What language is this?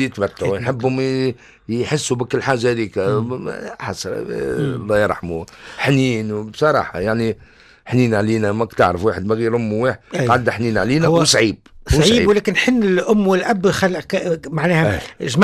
Tunisian Arabic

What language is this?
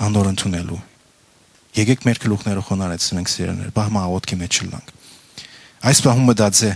Western Armenian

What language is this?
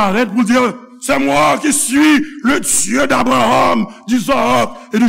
Haitian Creole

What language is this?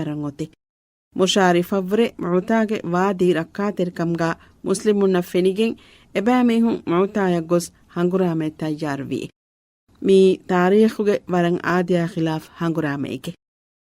Divehi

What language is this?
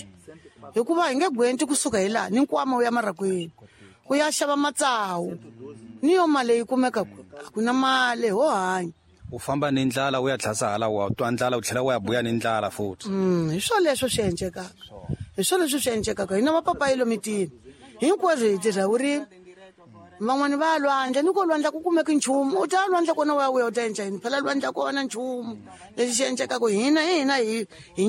Tsonga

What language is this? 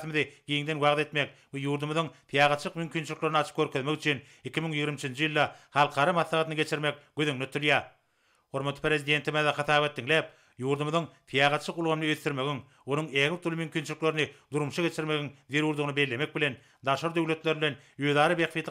Turkmen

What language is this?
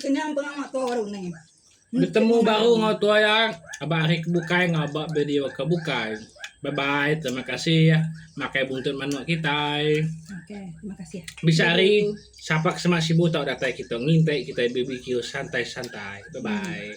Iban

